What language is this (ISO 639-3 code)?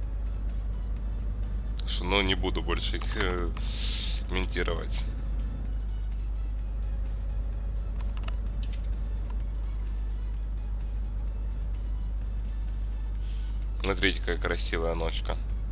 rus